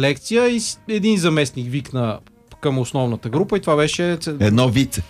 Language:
Bulgarian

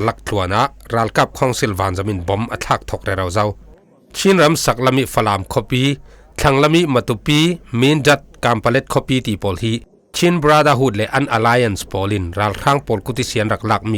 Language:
Falam Chin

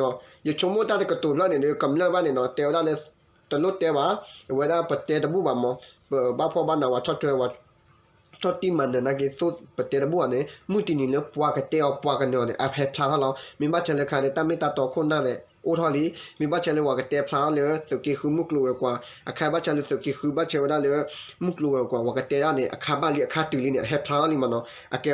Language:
S'gaw Karen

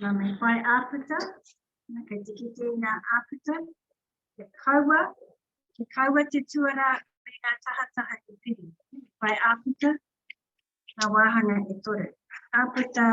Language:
Māori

